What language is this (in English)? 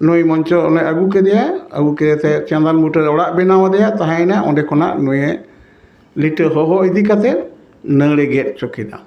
Santali